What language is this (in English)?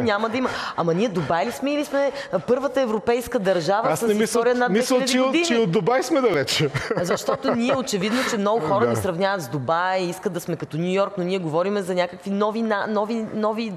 Bulgarian